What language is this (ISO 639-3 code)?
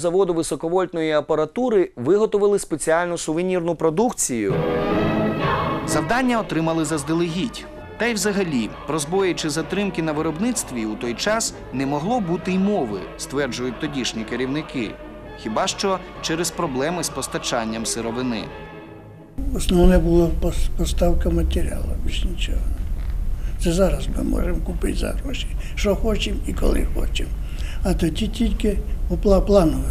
ukr